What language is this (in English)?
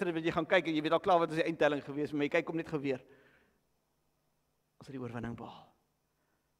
Afrikaans